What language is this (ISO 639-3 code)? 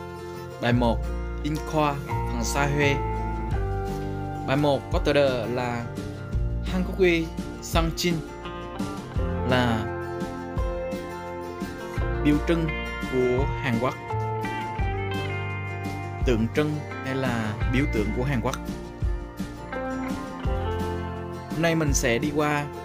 vie